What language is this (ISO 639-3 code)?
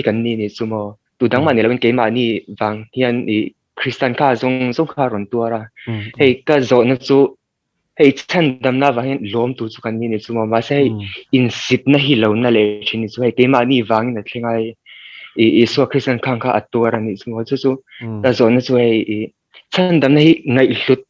lus